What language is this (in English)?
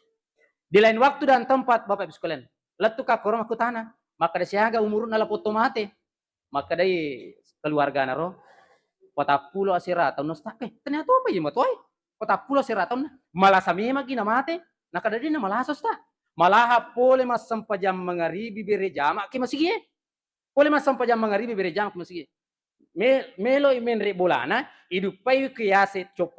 Buginese